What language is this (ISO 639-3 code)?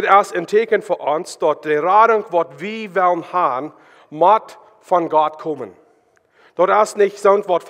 pdt